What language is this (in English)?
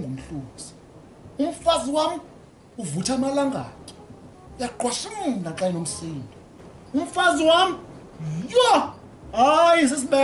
Xhosa